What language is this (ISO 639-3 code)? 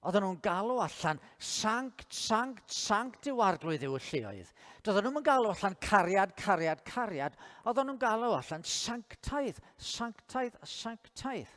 cym